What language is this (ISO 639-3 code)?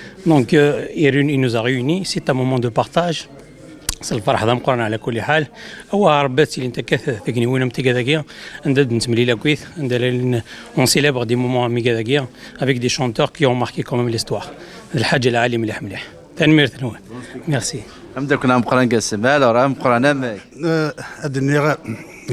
kab